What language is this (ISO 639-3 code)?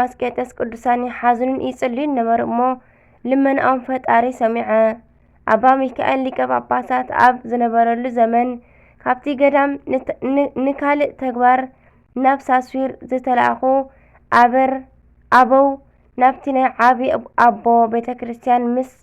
tir